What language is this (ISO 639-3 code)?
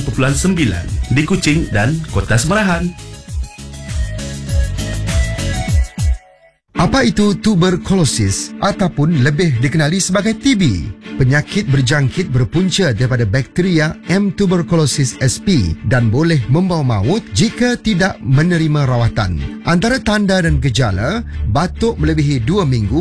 msa